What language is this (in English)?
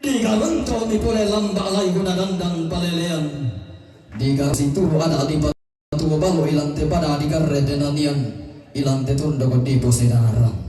Toraja-Sa'dan